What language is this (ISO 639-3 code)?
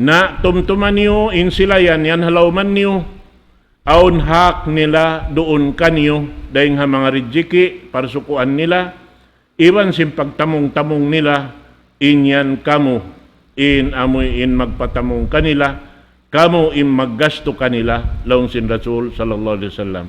tsg